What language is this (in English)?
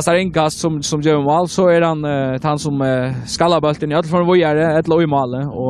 Faroese